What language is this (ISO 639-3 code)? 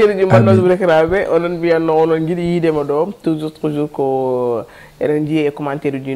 ful